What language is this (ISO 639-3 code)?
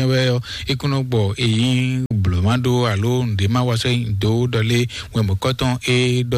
fon